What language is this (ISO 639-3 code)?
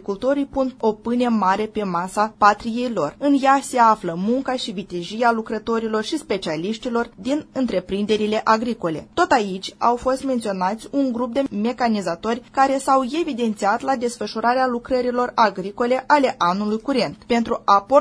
ron